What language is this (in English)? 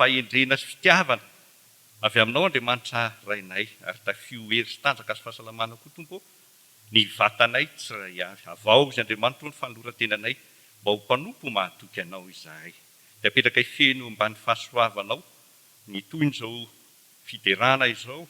Malagasy